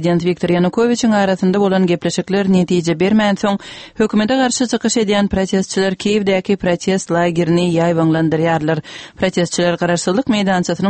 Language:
Turkmen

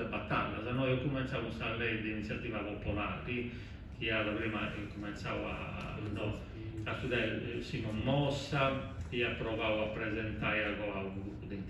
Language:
Sardinian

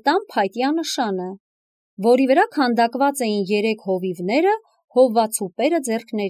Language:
Armenian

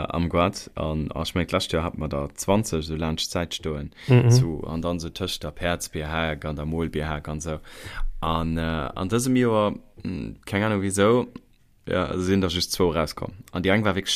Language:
Luxembourgish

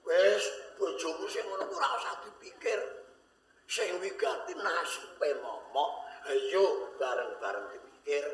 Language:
Javanese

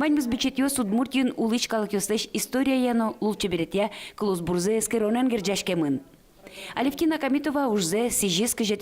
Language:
Udmurt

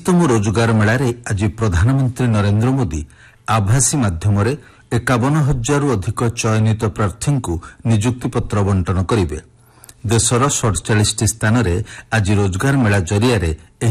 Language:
Odia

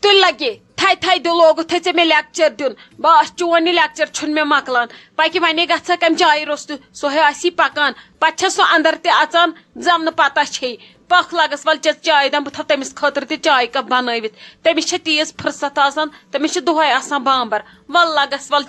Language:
Kashmiri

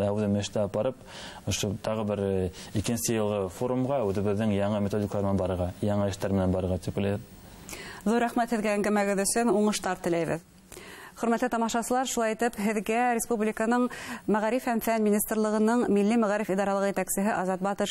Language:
Bashkir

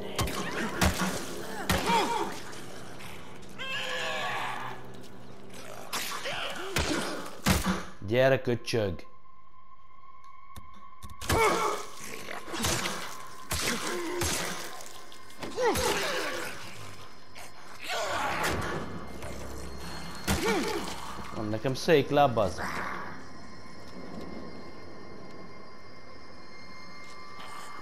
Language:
Hungarian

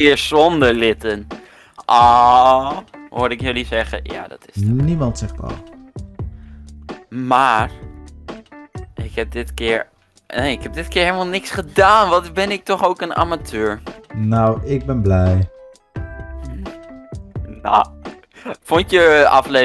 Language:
Dutch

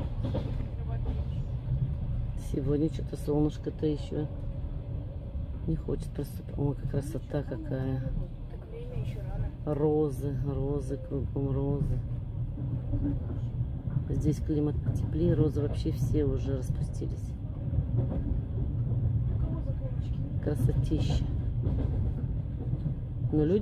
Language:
Russian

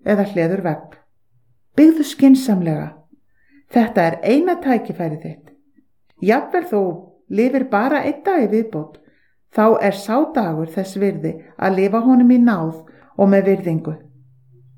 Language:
Icelandic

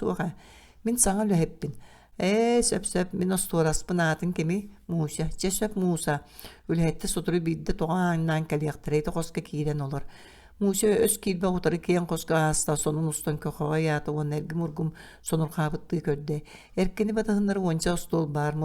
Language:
Yakut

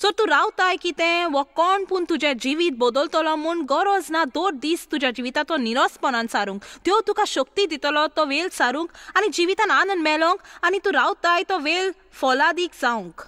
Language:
Konkani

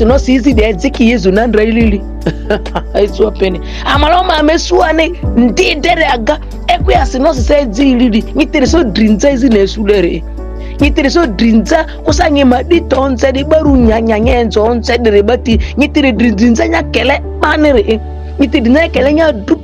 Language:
Ma'di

